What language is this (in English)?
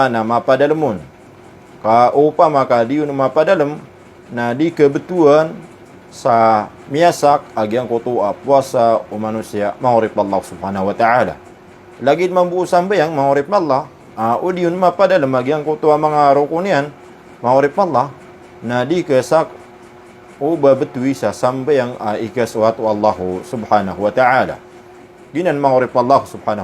Maranao